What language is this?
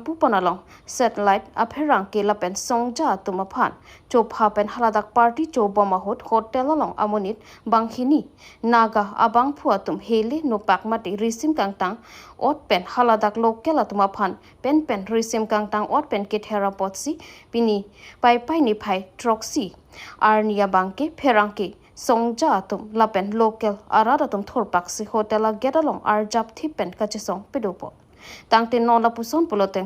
Karbi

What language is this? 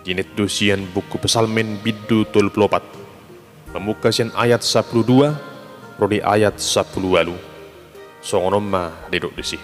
Batak Toba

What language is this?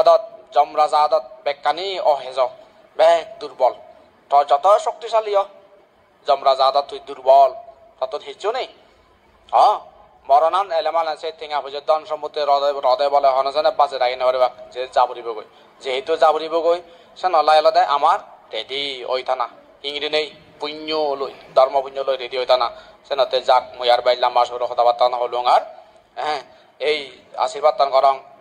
Chakma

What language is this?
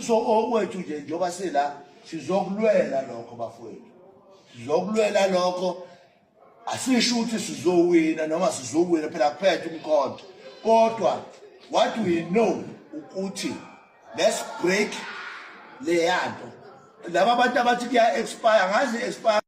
Zulu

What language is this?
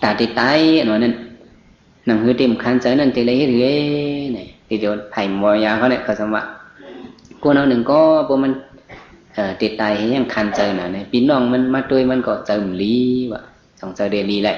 Shan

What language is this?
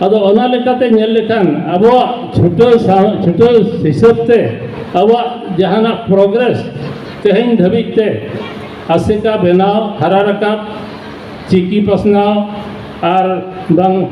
Santali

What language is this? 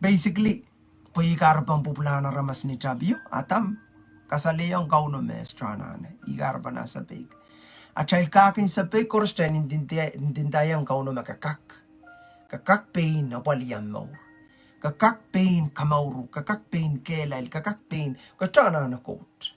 Pohnpeian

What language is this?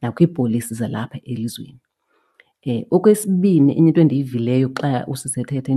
Xhosa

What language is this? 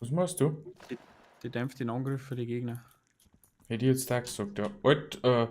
Bavarian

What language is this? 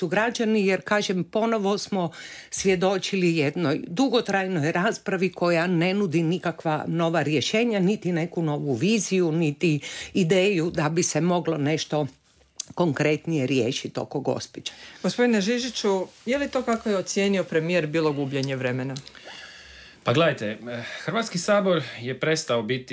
Croatian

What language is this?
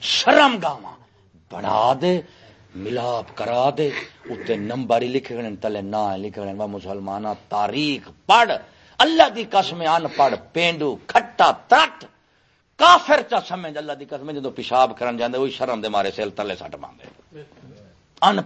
Saraiki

